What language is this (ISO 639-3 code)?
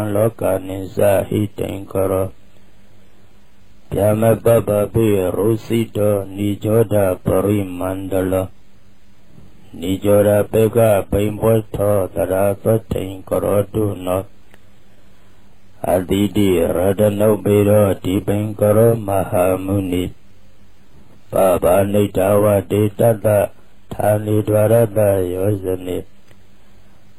mya